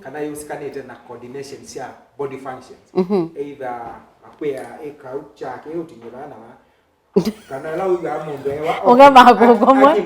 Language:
Kamba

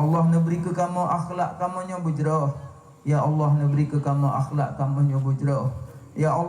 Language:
Achinese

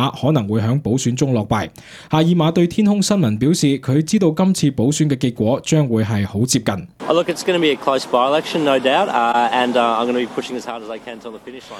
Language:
Cantonese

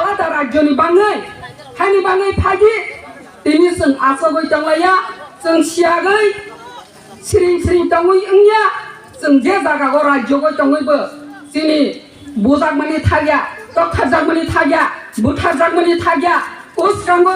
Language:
Kok Borok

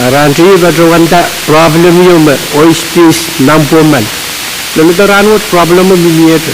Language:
Pohnpeian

